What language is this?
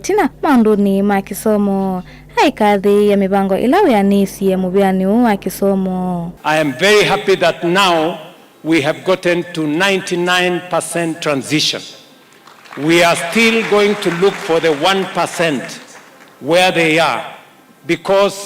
Kamba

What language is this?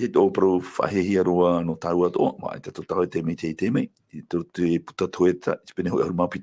Tahitian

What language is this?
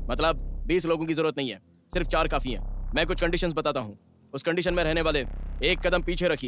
Hindi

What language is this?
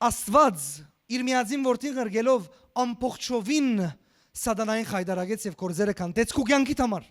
Western Armenian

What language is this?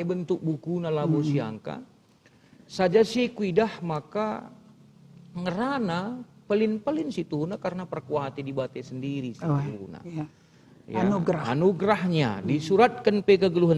Batak Karo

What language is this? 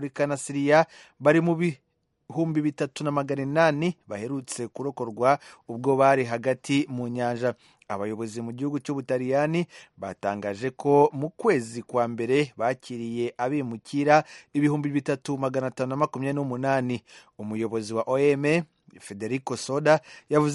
Kinyarwanda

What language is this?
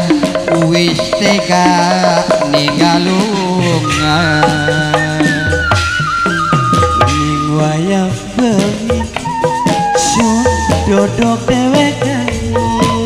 Javanese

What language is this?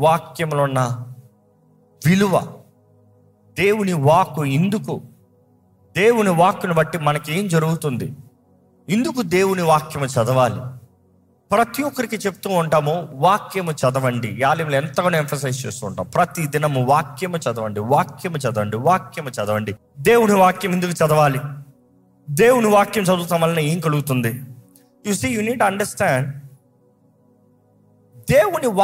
Telugu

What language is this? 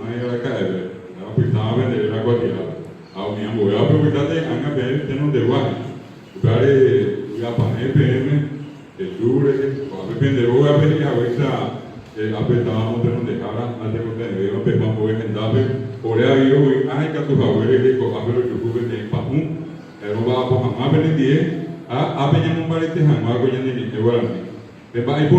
Guarani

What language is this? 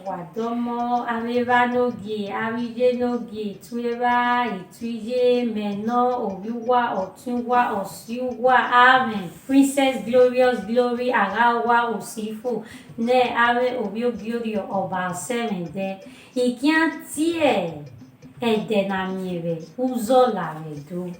Bini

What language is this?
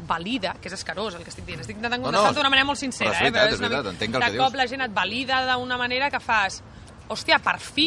Catalan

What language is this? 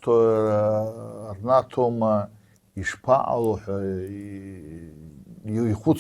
Abkhazian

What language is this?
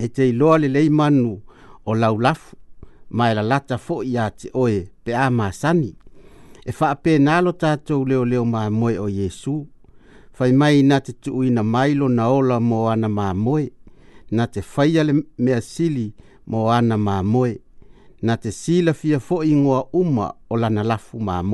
Samoan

